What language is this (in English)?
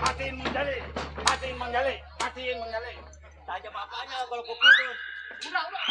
Betawi